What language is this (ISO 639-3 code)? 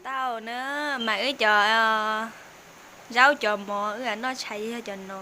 hmn